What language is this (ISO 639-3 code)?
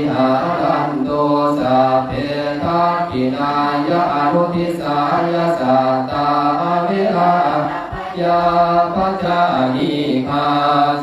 pli